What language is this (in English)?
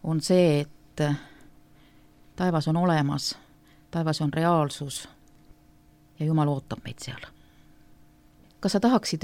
Estonian